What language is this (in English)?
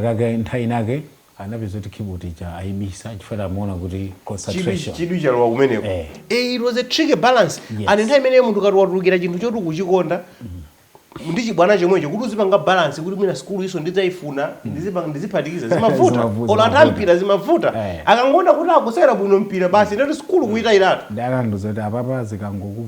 Nyanja